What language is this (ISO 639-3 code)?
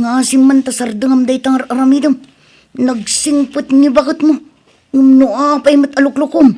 ilo